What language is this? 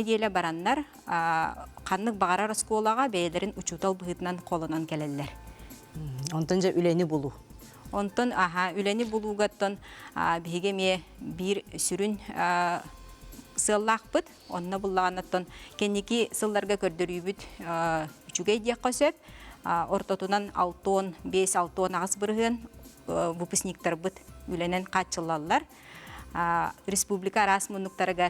Yakut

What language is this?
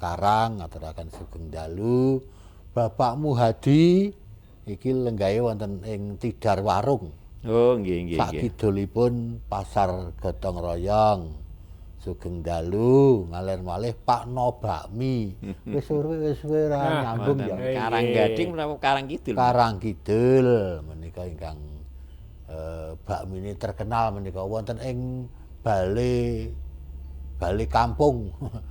Javanese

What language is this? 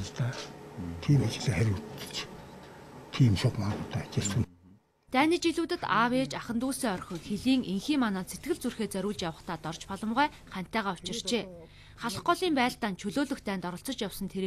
Mongolian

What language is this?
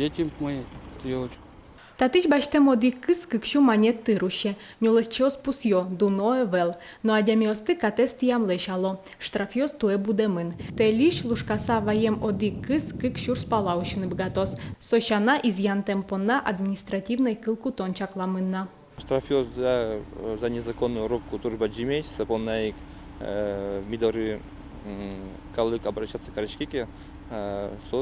Udmurt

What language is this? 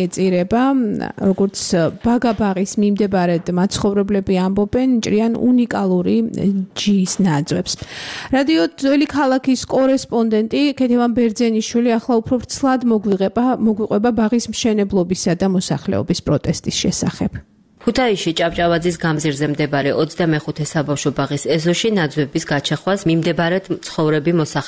Georgian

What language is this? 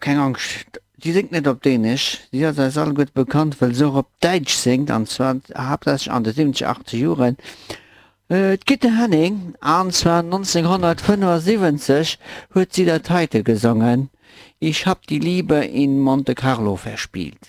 Luxembourgish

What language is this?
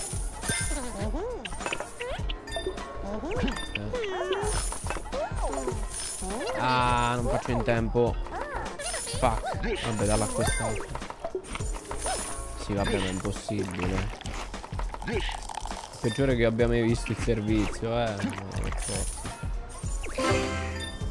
Italian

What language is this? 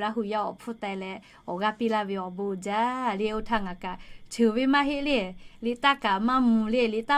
Lahu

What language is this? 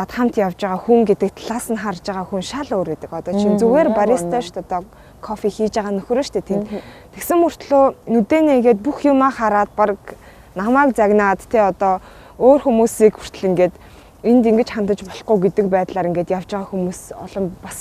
Mongolian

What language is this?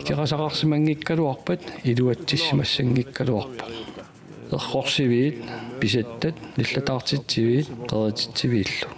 Kalaallisut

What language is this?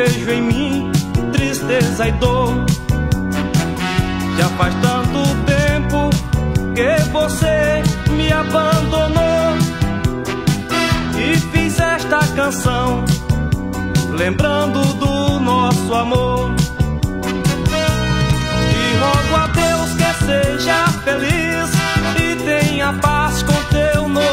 Portuguese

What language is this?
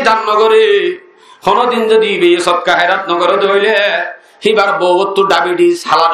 Rohingya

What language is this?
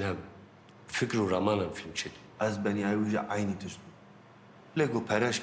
Kurdish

